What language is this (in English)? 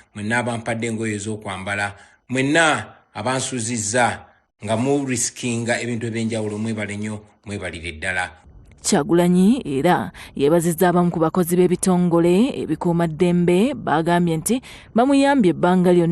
Ganda